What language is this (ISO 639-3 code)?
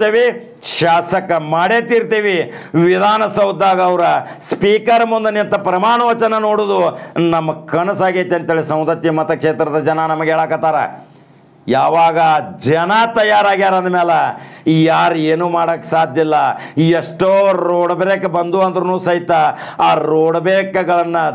kan